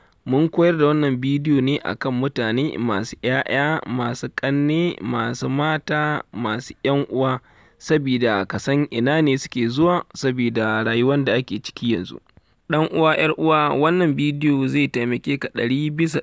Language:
Hausa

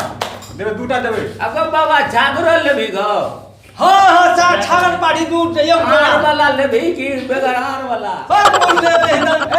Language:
Maithili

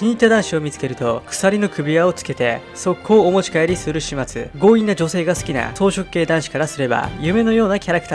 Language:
Japanese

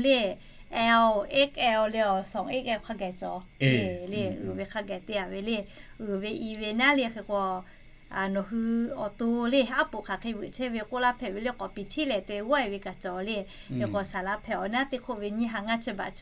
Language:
Lahu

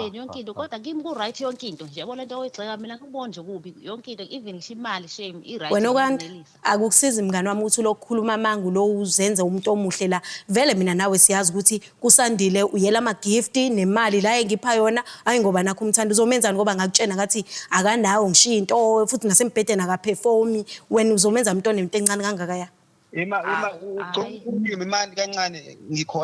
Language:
Zulu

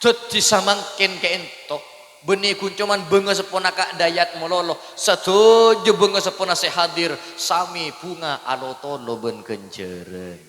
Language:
Madurese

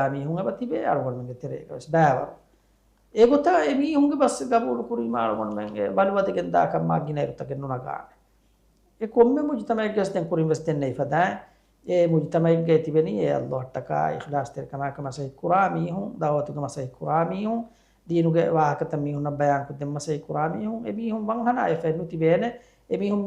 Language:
Divehi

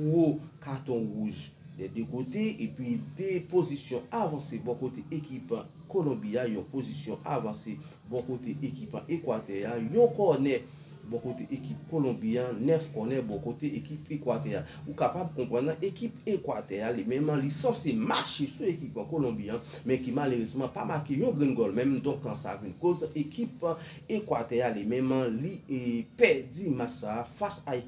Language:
Haitian Creole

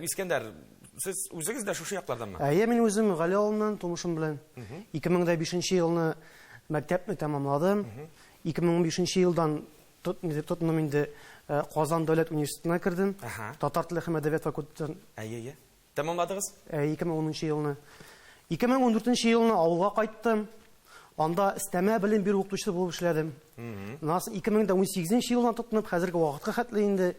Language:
Tatar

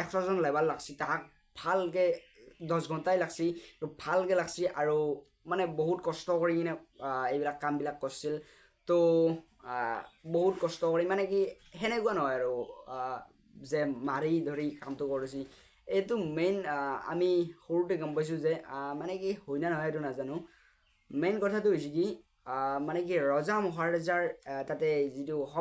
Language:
Assamese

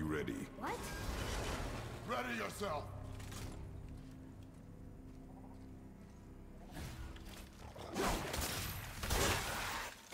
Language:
English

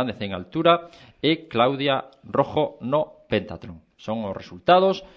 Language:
Galician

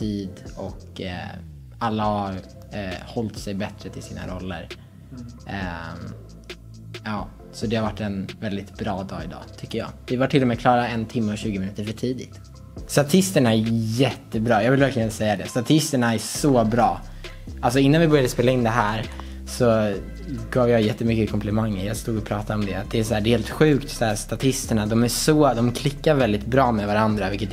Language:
Swedish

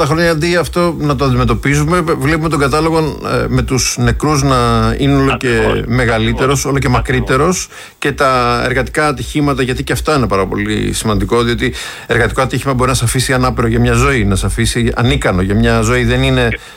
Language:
Greek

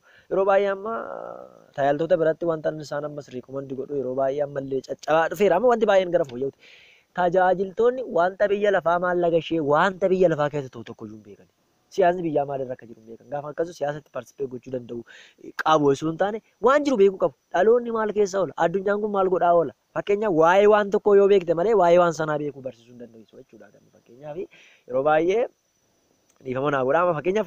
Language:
Oromo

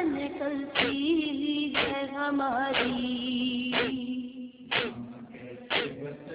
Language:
Urdu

